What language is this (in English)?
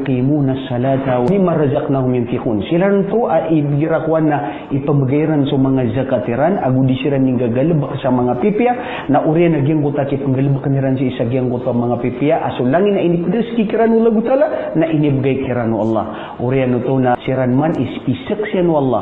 Maranao